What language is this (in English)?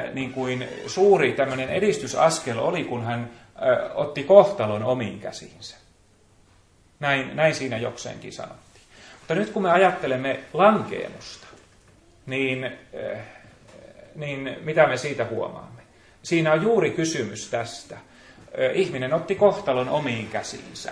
Finnish